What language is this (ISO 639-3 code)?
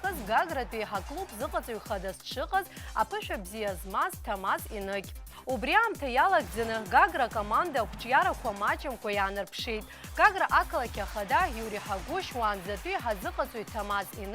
abk